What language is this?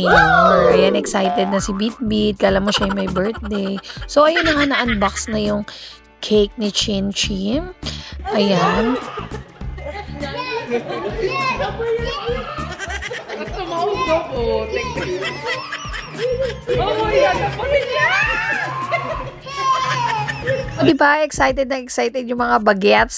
Filipino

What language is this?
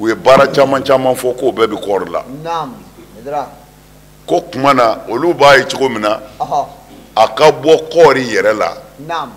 Bambara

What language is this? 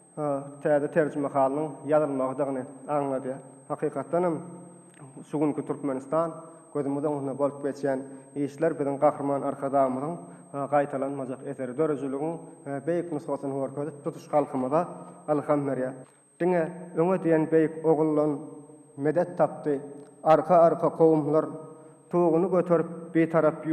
Turkmen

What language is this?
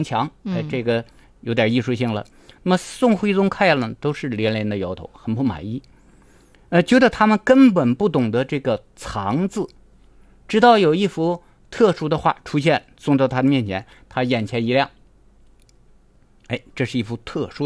Chinese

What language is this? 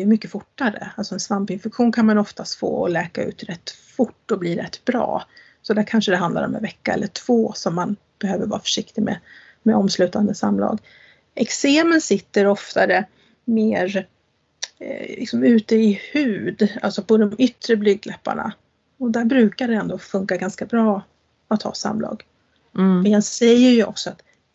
Swedish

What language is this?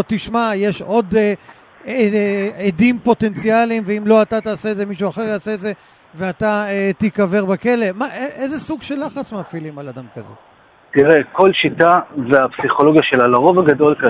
Hebrew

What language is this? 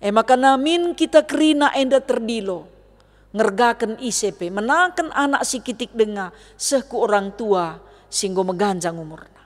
Batak Karo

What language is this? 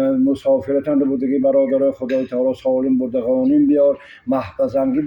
Tajik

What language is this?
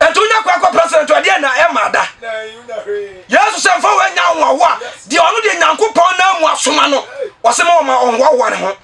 Akan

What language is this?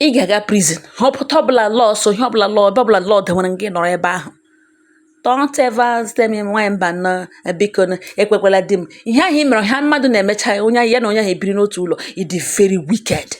Igbo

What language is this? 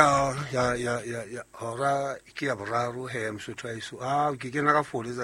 Southern Sotho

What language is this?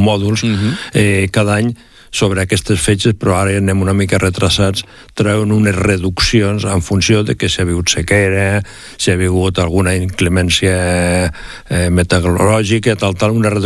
Catalan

